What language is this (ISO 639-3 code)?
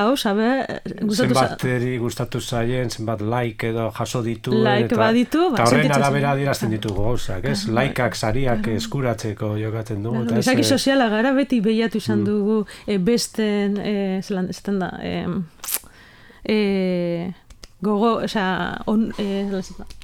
eus